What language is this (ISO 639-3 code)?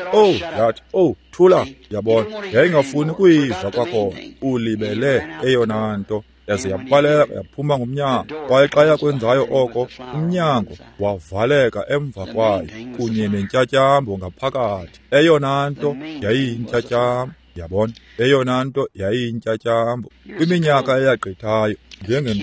xho